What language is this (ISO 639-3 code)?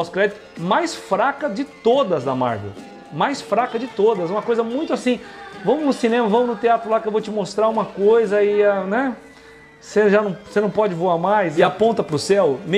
por